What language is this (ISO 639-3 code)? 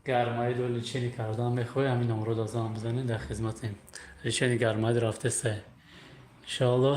tgk